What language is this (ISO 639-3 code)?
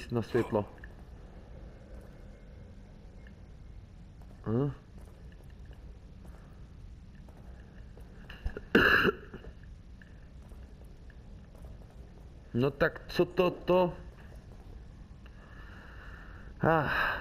ces